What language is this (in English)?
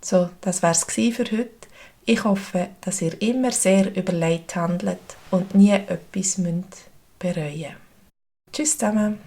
Swiss German